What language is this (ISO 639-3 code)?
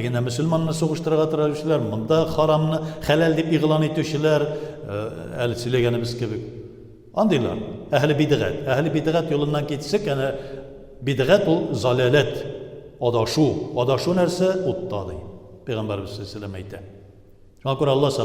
tat